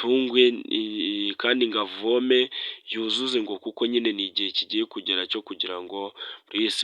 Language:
Kinyarwanda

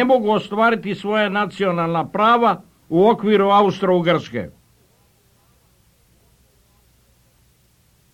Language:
Serbian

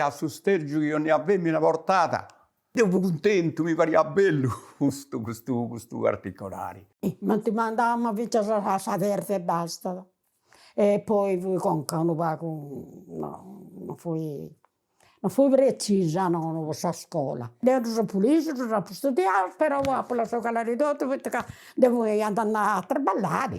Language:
Sardinian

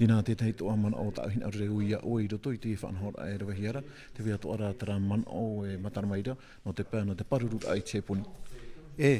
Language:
Tahitian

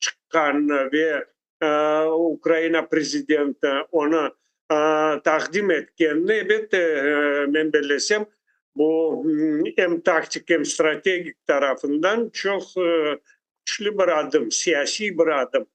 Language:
Crimean Tatar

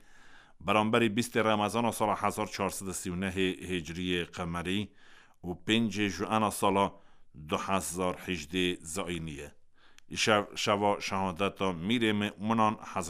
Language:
Kurdish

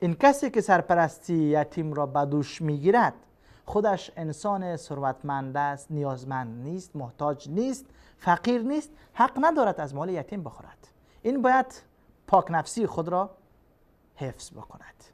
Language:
Persian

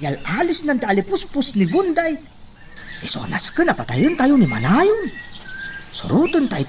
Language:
Iloko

